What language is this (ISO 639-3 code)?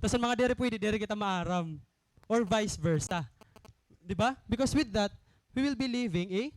war